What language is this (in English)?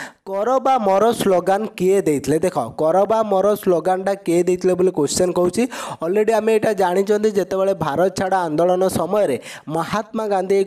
Odia